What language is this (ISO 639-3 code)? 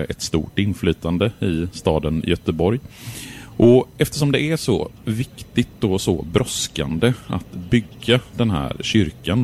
swe